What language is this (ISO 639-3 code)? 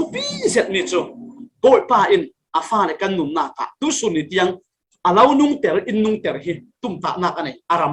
cfm